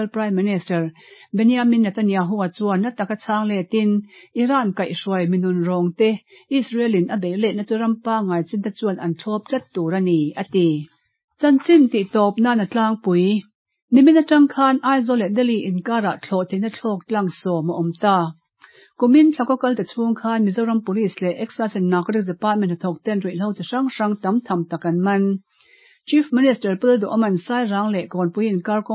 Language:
Mizo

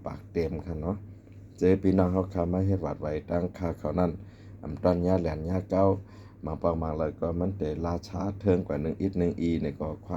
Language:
Shan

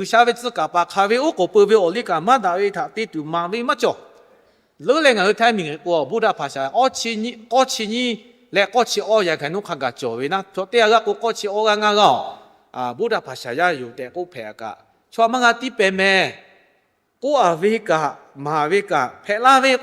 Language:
Lahu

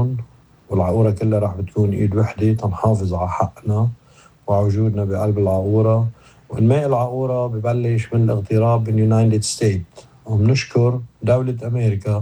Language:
North Levantine Arabic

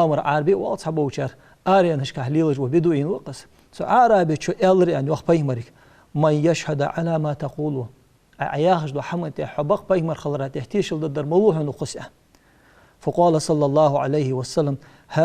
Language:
Ingush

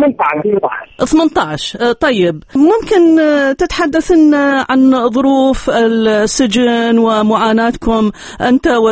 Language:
Arabic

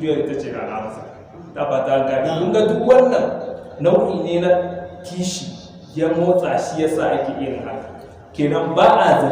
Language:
Hausa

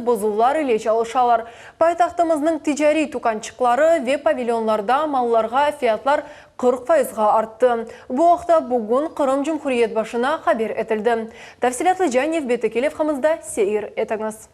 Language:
Crimean Tatar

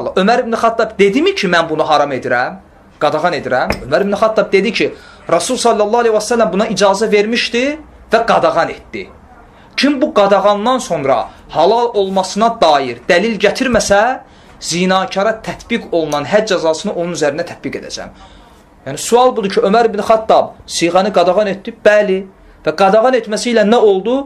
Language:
Azerbaijani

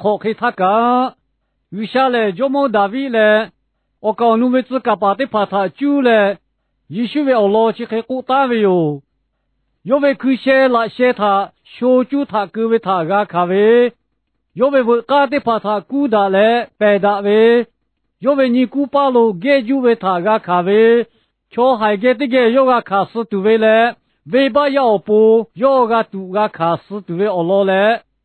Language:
Lahu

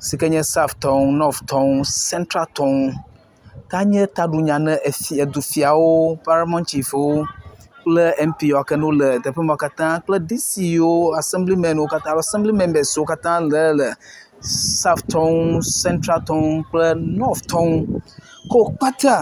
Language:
Ewe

